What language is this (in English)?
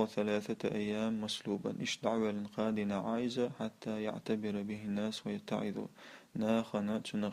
Chechen